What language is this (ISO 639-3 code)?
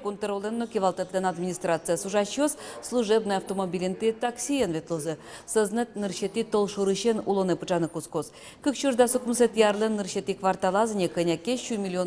udm